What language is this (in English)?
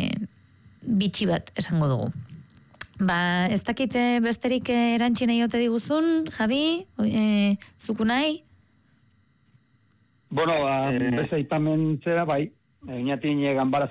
Basque